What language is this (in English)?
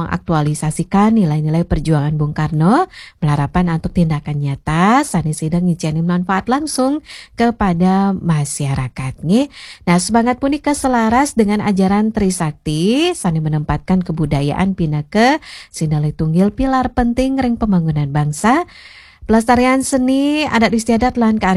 Balinese